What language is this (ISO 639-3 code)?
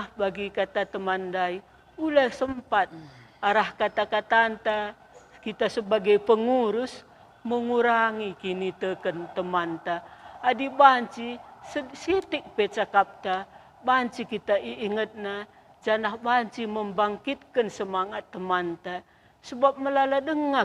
btx